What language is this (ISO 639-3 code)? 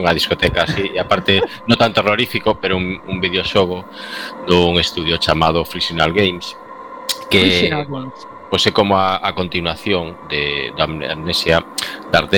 glg